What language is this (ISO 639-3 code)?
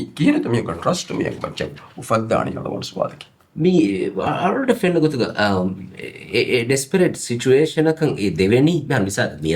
div